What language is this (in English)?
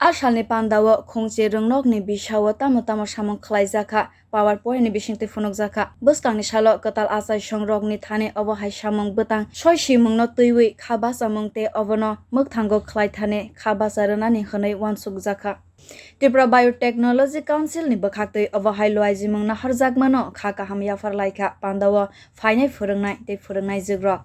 Kok Borok